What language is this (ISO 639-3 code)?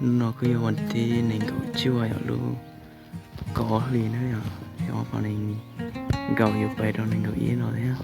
hmn